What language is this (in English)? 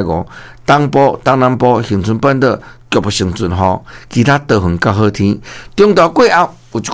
Min Nan Chinese